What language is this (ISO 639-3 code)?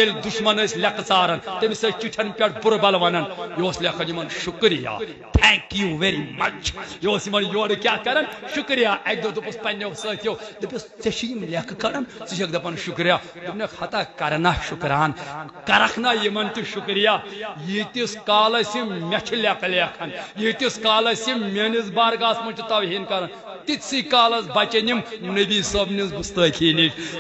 kas